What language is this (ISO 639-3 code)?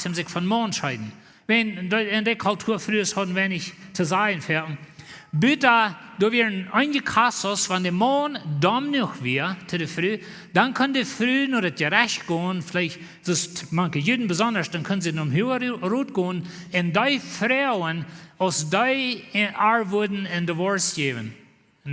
pdt